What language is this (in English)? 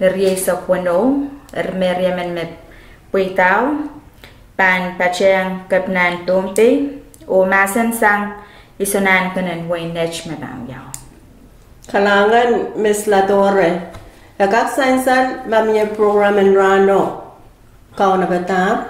Pohnpeian